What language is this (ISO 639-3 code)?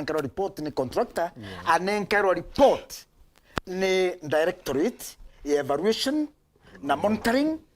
mer